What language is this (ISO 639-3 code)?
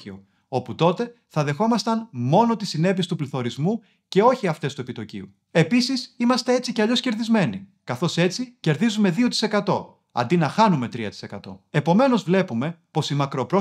ell